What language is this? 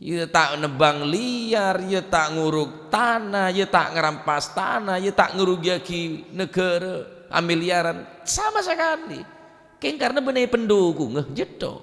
Madurese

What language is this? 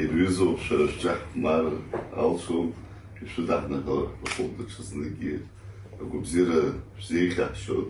Abkhazian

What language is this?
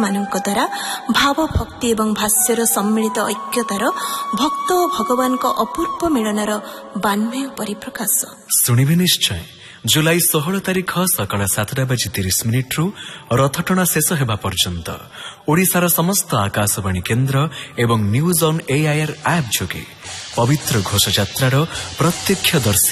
Odia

